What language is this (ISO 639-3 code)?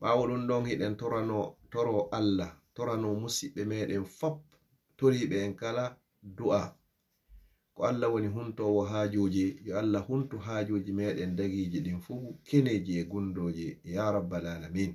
ful